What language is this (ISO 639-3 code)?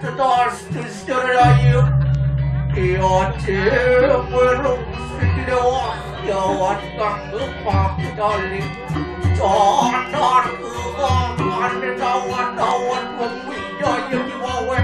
ban